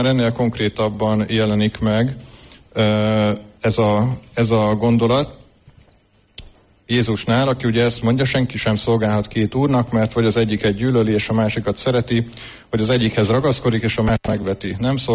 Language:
Hungarian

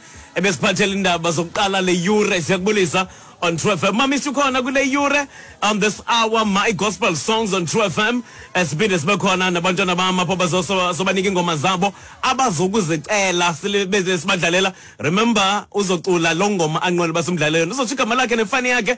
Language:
Xhosa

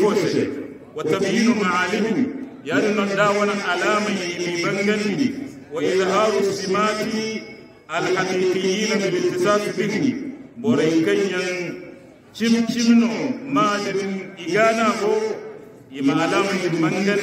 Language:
Hausa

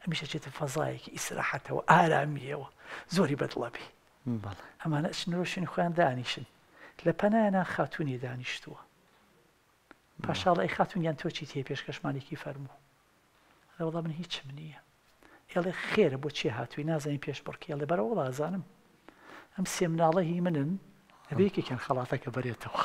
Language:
Central Kurdish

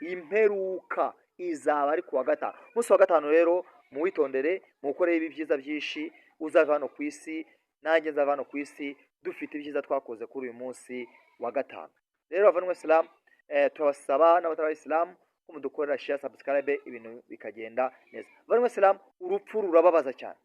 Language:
Kinyarwanda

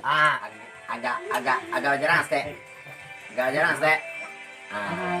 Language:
Minangkabau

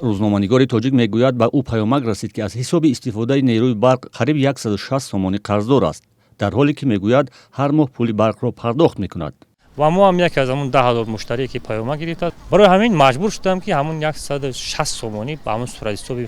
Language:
Tajik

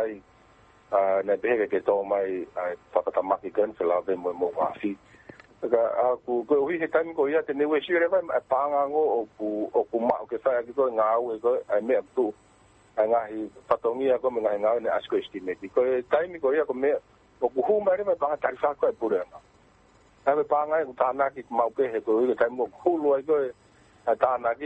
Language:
Tongan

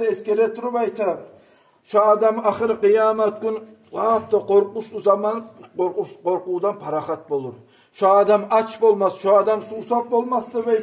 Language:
Kumyk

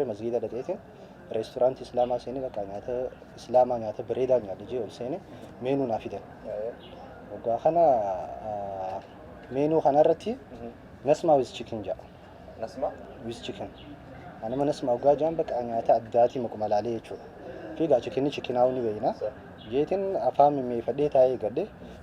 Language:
Oromo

